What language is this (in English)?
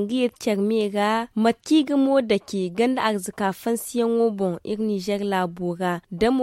Zarma